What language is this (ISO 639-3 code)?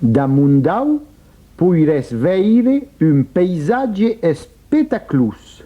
oci